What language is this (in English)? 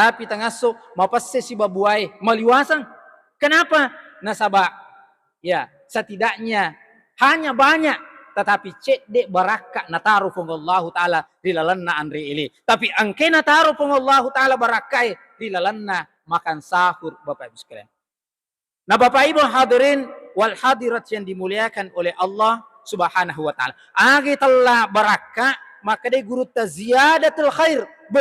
Buginese